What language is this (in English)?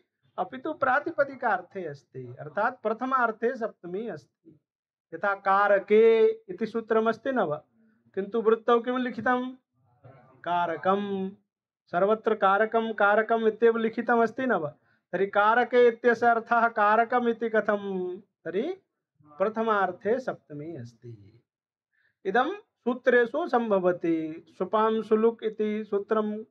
Sanskrit